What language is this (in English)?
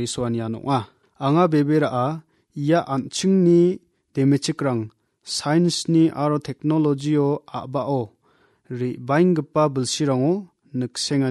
Garo